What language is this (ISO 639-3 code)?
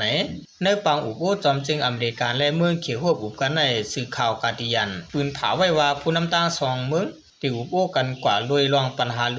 shn